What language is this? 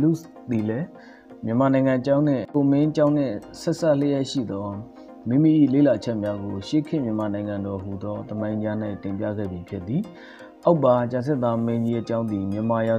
Burmese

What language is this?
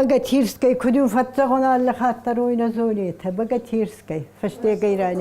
Ossetic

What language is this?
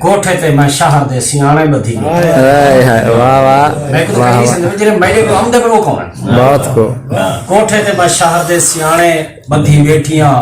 Saraiki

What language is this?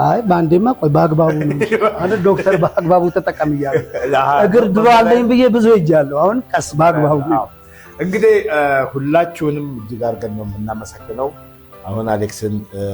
Amharic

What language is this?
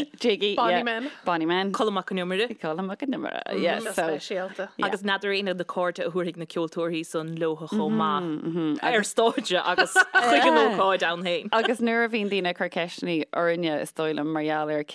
Irish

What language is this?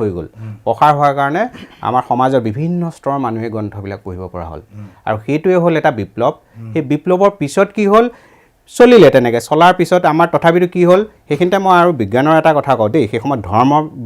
Assamese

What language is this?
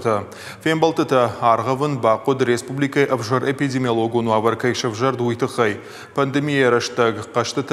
Ossetic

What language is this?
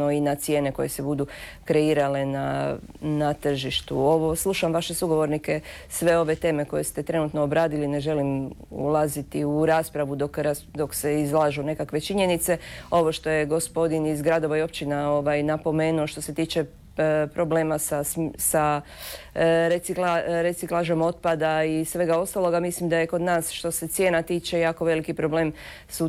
Croatian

